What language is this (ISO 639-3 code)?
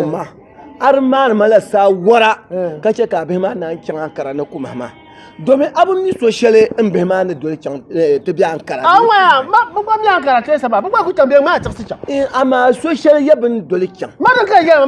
dag